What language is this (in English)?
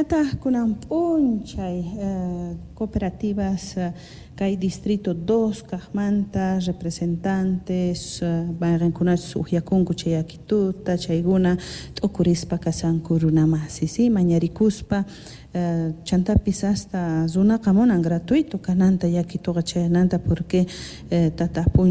South Bolivian Quechua